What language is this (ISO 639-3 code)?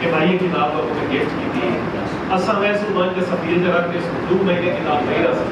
skr